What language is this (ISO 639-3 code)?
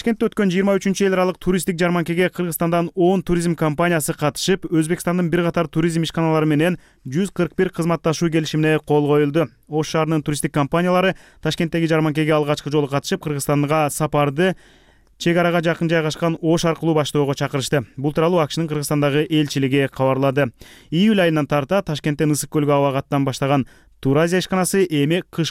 kir